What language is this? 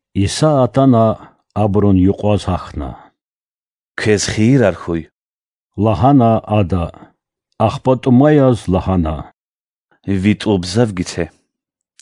Lezghian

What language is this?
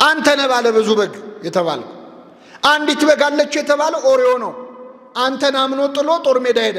Amharic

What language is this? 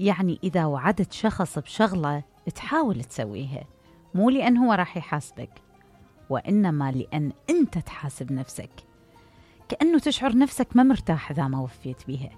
Mesopotamian Arabic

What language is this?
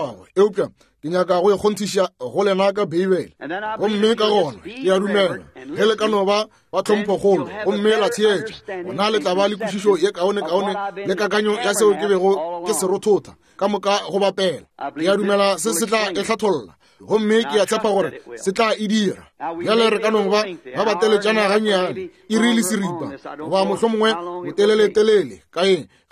Northern Sotho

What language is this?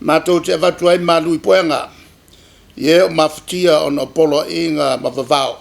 Samoan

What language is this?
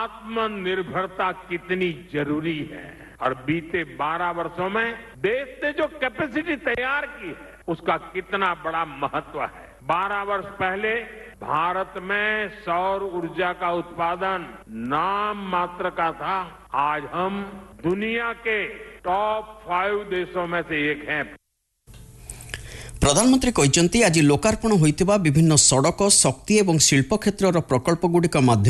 Odia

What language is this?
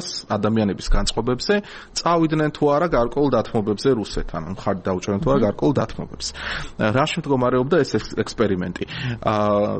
Georgian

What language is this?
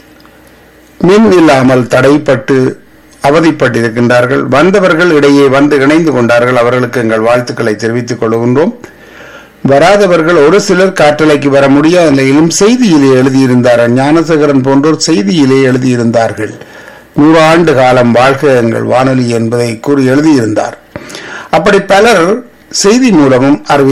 Tamil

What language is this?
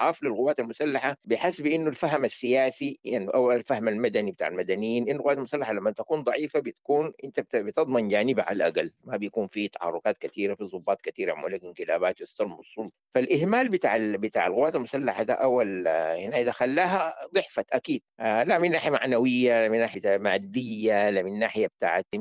Sudanese Arabic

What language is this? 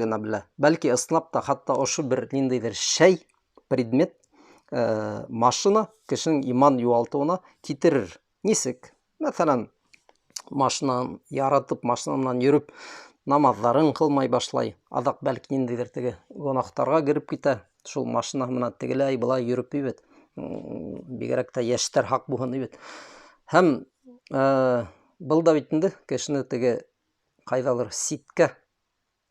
Bashkir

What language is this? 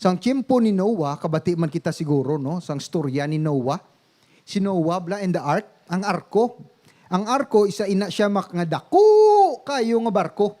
Hiligaynon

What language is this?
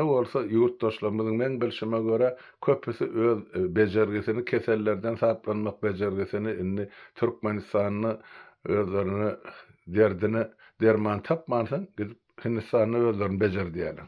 Turkmen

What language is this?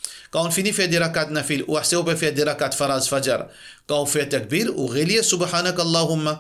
Morisyen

